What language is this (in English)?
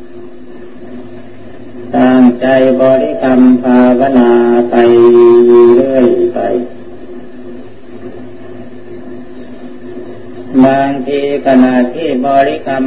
Thai